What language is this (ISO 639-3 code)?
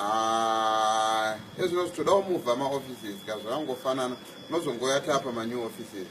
sna